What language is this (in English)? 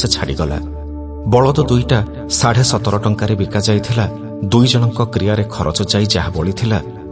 Odia